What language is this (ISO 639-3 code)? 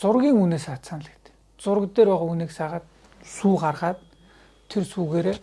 mon